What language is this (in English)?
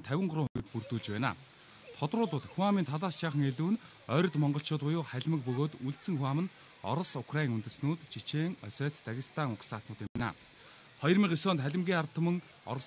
Mongolian